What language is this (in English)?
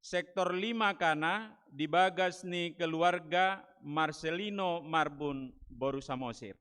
Batak Toba